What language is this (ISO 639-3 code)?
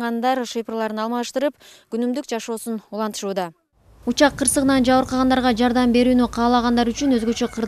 kir